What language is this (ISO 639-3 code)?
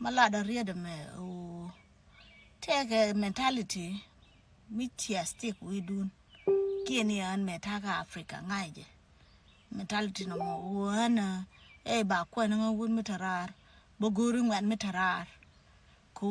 nus